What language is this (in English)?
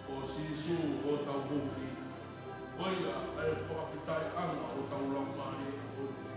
Tongan